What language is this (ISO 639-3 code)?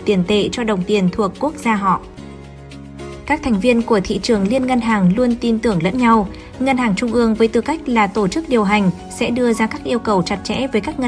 vie